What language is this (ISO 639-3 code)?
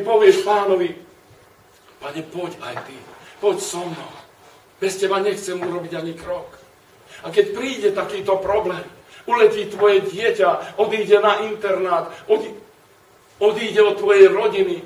slk